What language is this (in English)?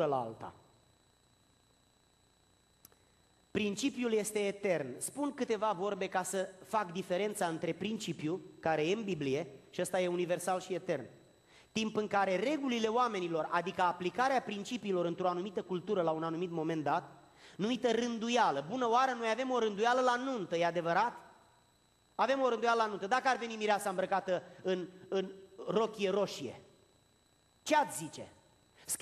Romanian